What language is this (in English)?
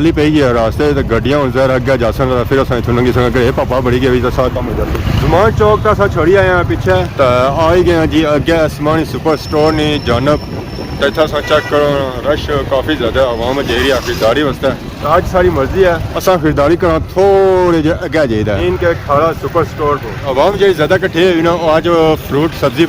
Pahari-Potwari